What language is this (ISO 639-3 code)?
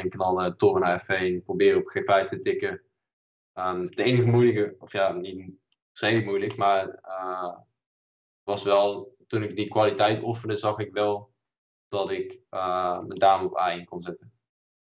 nld